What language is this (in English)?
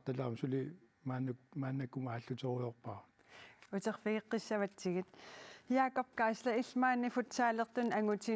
Kalaallisut